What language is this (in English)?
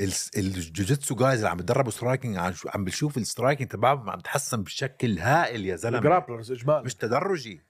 North Levantine Arabic